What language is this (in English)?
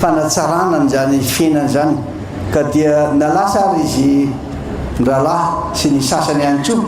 Malagasy